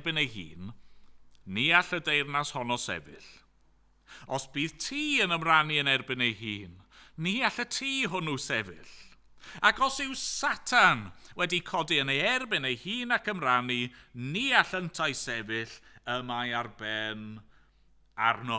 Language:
Welsh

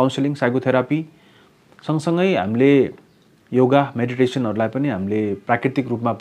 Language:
Nepali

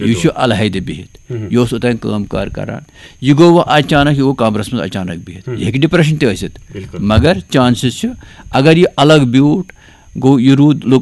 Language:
Kashmiri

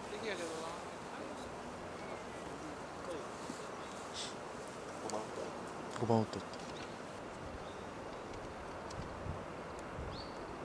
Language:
Japanese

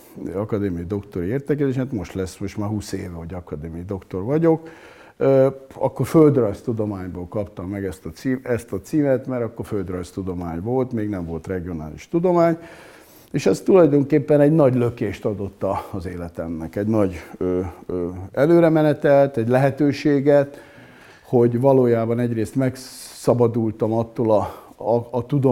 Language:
Hungarian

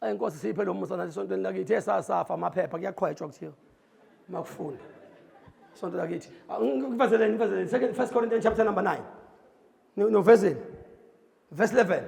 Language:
Zulu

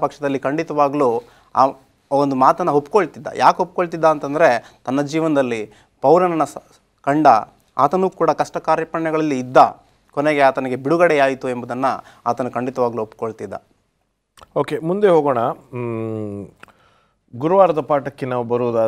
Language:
Kannada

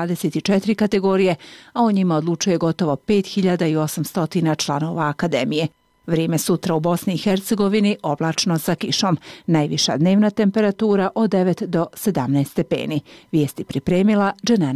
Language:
Bosnian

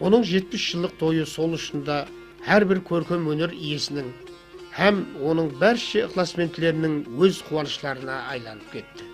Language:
Kara-Kalpak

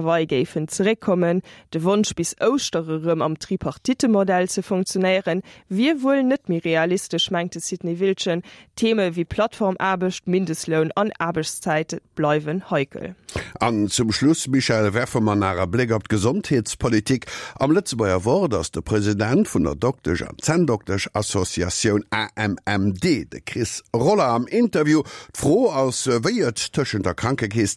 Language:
Luxembourgish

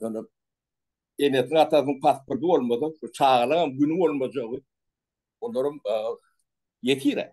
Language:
Turkmen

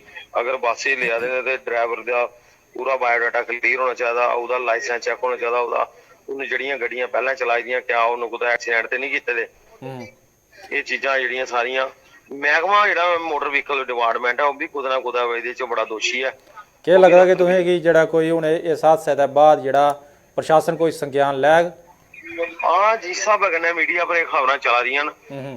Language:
Dogri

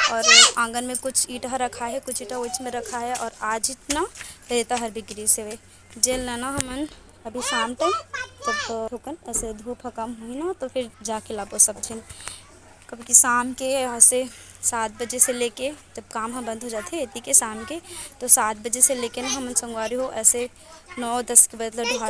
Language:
Chhattisgarhi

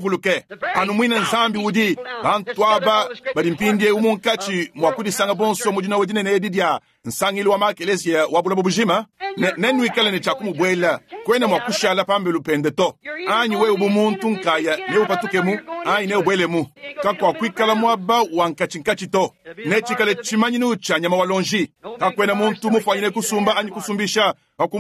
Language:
Luba-Lulua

